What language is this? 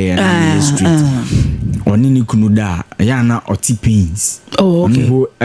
Akan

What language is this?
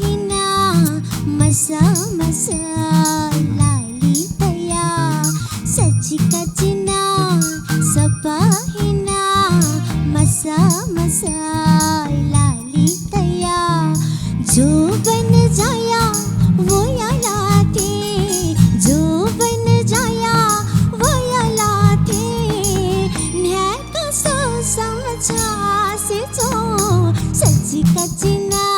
Newari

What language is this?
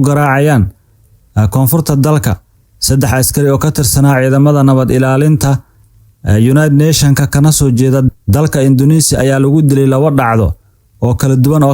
Somali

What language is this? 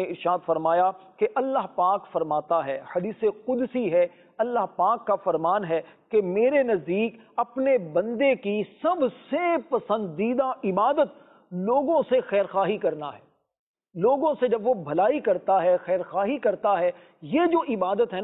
Urdu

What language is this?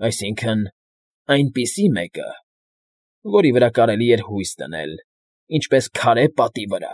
Armenian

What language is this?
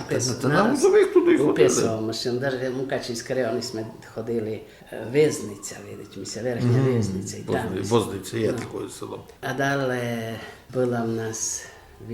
Rusyn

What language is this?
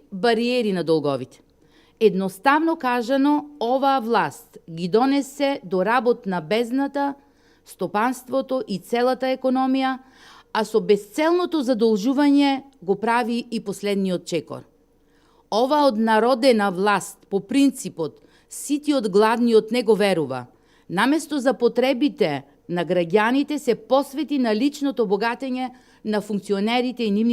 Macedonian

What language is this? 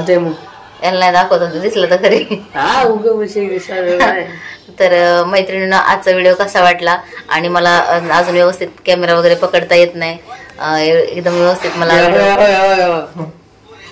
Marathi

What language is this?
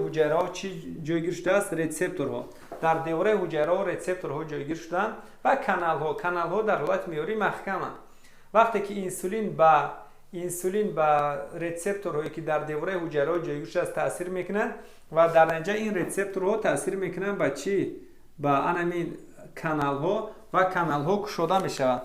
Tajik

